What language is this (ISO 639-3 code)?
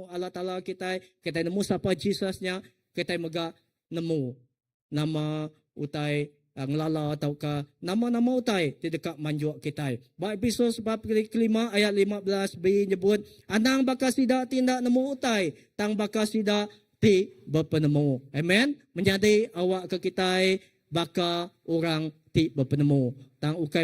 iba